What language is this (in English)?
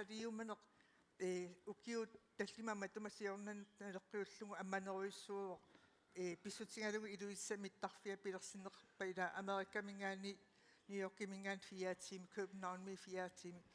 Kalaallisut